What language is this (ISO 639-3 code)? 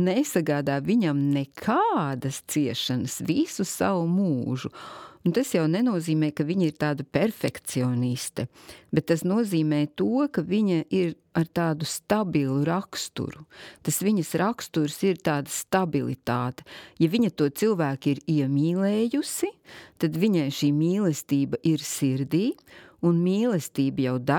lav